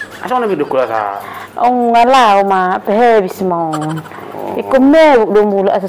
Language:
Batak Toba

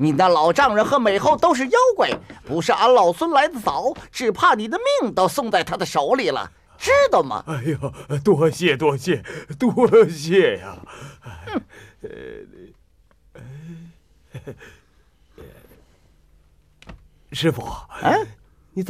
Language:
Chinese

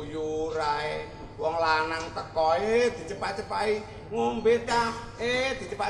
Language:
Javanese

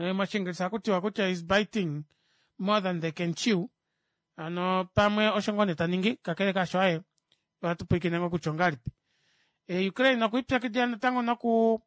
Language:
Kuanyama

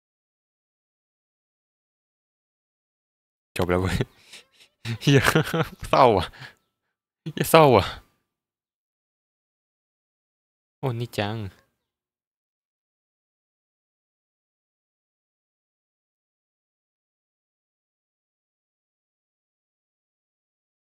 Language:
Thai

